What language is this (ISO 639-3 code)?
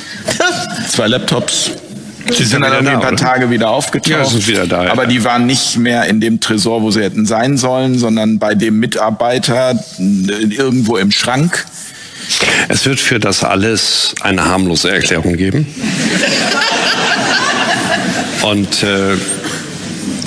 deu